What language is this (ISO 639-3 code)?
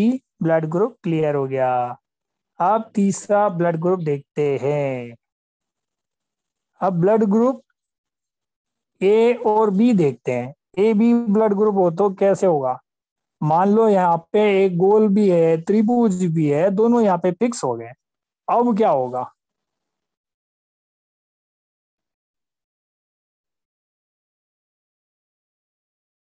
hin